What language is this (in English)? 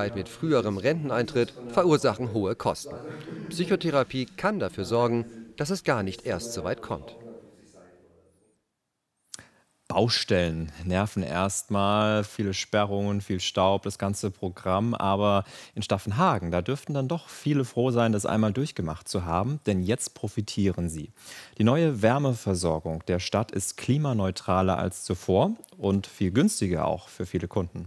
German